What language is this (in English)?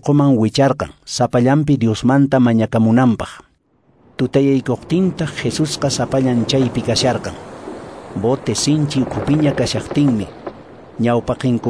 Quechua